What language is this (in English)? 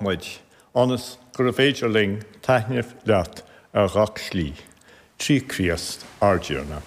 Irish